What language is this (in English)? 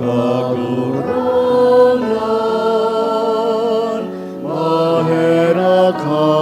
Bikol